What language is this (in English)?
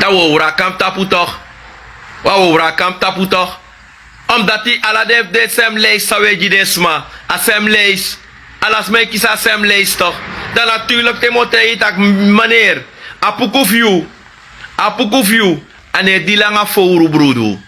Sranan Tongo